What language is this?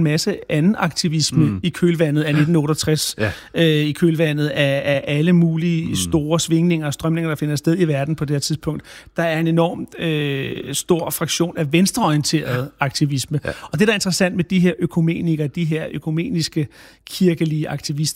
Danish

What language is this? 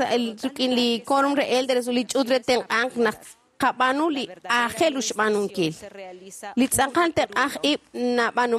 Kekchí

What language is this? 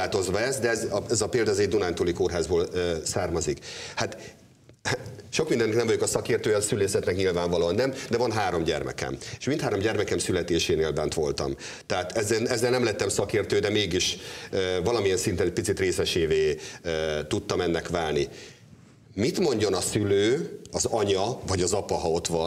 Hungarian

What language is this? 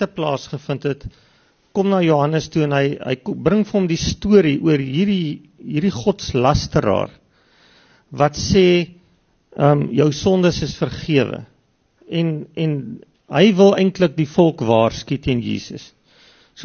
Afrikaans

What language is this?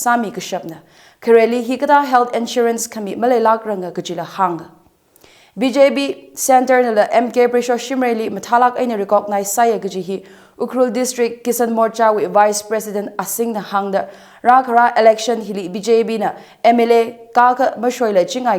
Tangkhul Naga (India)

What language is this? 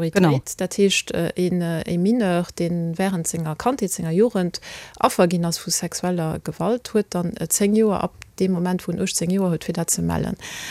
Luxembourgish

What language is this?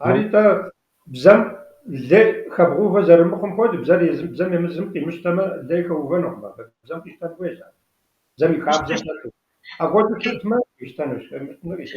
Kabardian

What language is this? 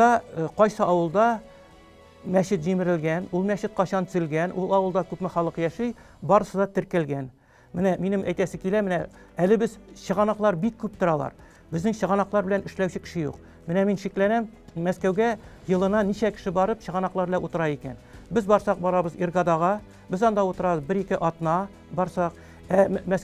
Tatar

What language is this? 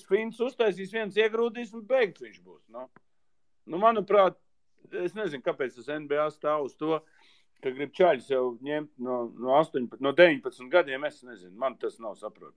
Latvian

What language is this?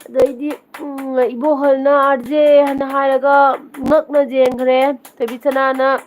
Manipuri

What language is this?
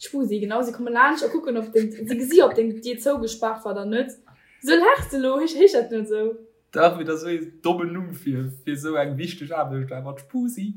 Luxembourgish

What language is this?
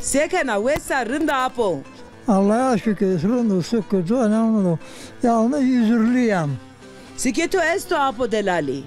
Zaza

